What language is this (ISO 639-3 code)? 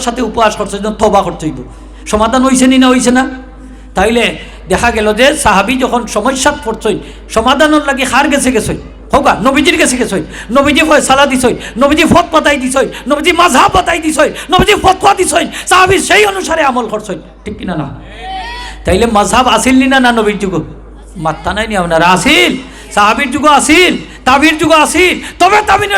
syl